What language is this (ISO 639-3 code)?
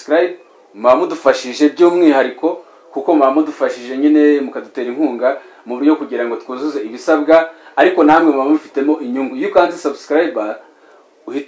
kin